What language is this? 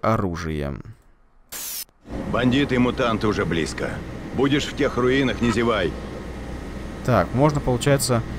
Russian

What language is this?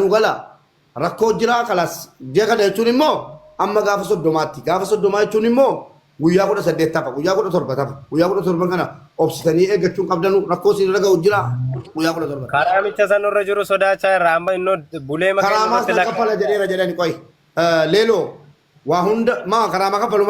Oromo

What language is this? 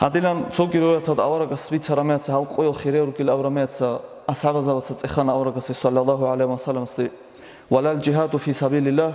Avaric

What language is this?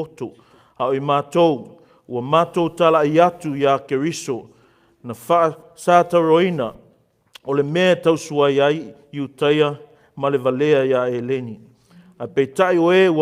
Samoan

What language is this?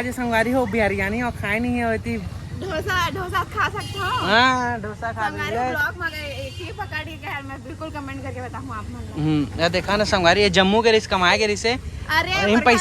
Chhattisgarhi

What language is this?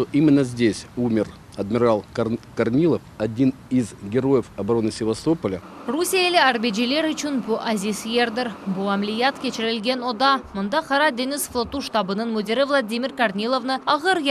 Crimean Tatar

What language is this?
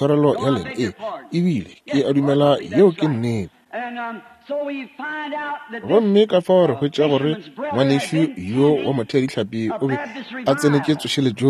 Northern Sotho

